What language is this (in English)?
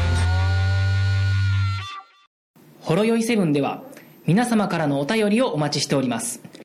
Japanese